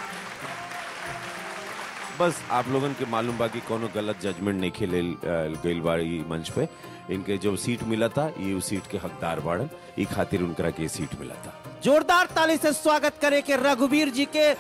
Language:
Bhojpuri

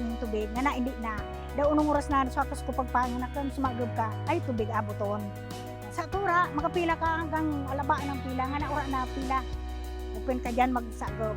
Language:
Bikol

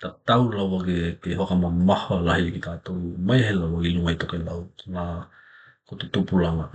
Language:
Tokelau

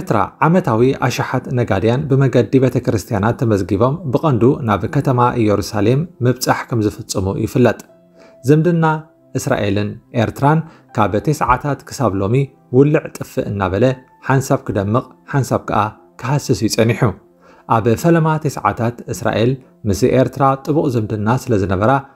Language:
Tigrinya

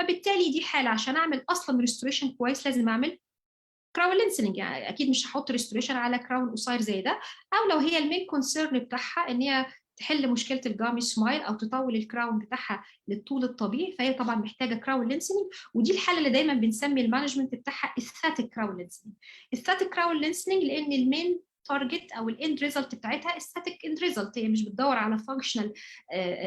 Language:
Egyptian Arabic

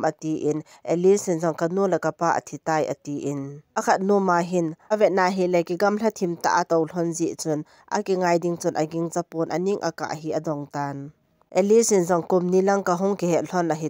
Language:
Thado Chin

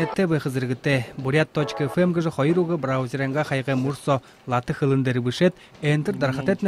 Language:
Buriat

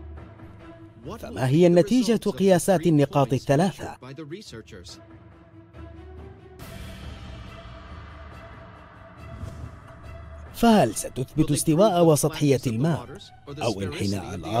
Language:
Arabic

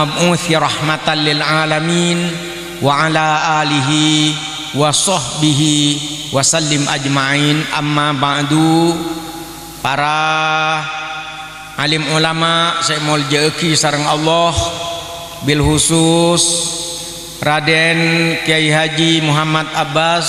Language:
Madurese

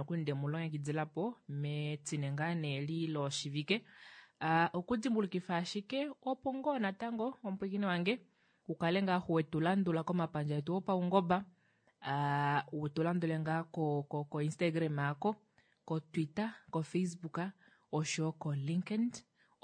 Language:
Kuanyama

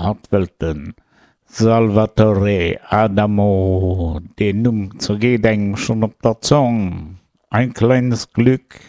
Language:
Luxembourgish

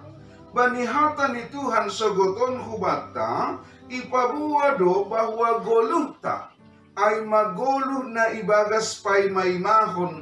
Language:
Batak Simalungun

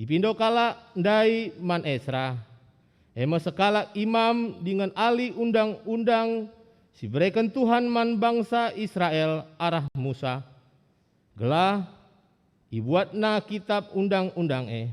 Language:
Batak Karo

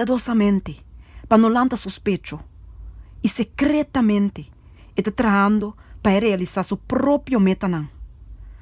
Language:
Papiamento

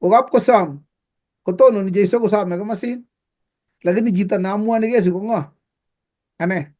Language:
Kalenjin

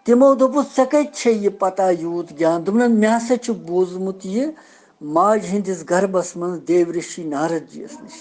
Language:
Kashmiri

